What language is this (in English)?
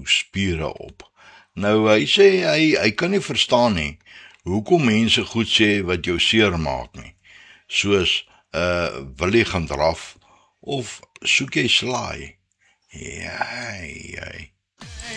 Afrikaans